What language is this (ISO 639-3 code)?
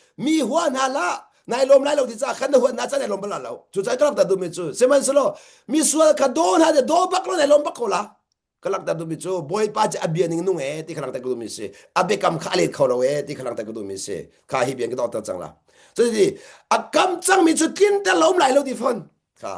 cnh